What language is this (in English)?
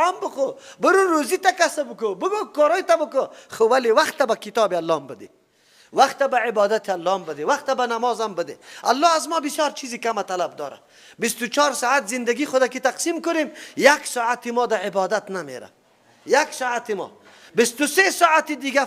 Persian